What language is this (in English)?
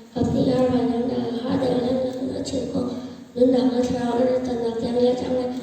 Hakha Chin